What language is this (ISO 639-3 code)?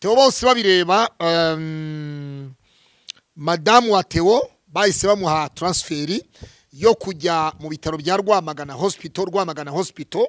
kin